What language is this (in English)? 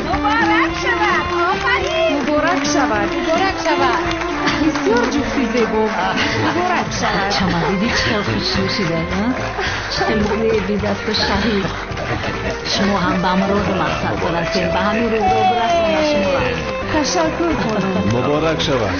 Tajik